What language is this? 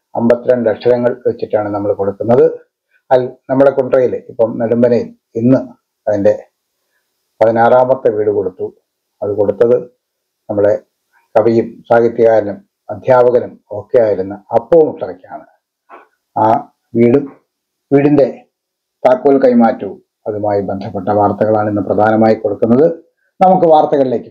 Malayalam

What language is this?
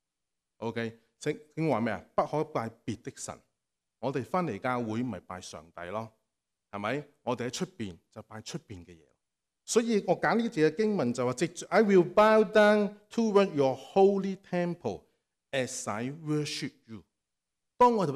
Cantonese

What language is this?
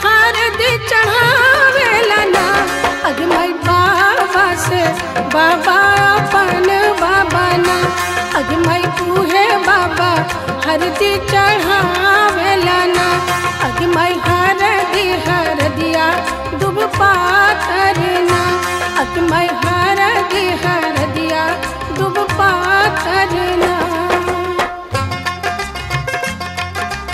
Bhojpuri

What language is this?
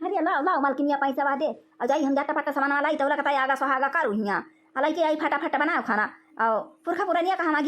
Awadhi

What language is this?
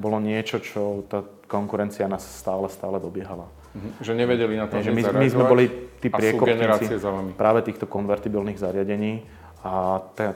Slovak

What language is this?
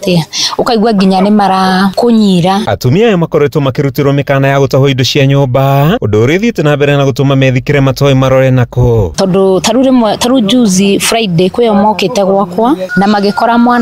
Kikuyu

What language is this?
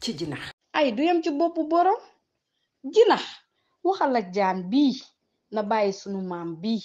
Wolof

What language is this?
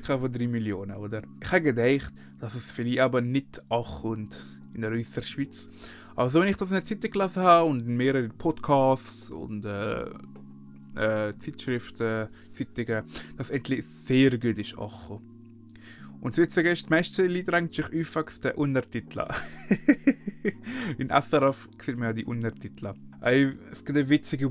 Swiss German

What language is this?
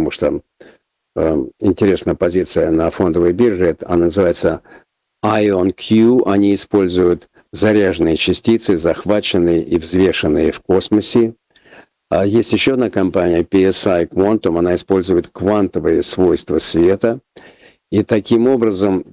Russian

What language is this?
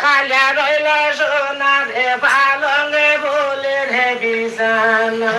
Sylheti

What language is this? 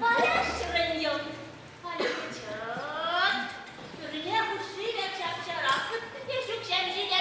Chuvash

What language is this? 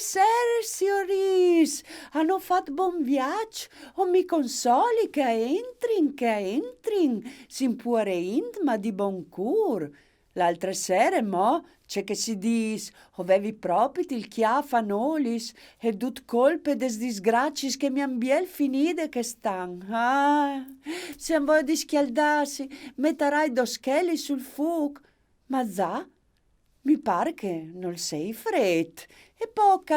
Friulian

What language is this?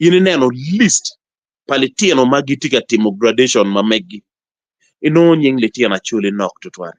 Acoli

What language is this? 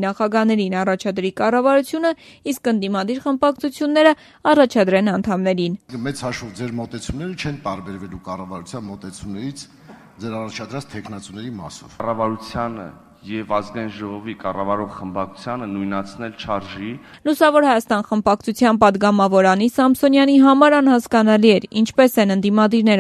Armenian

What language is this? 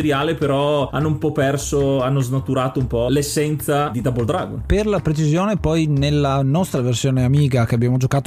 Italian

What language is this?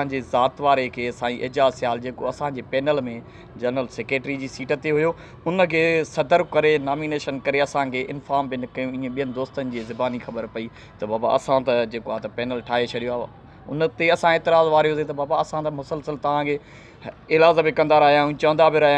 Sindhi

